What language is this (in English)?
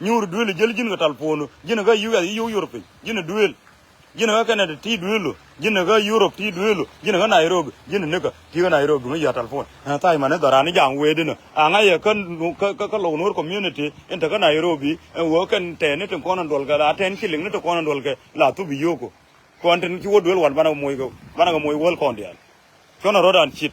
Nuer